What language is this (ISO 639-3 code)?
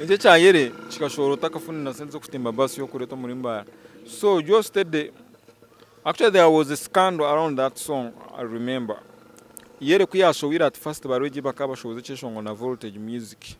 nyn